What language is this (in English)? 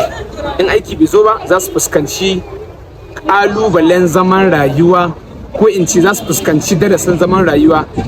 Hausa